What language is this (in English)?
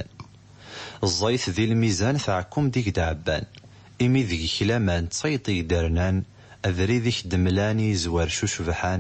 Kabyle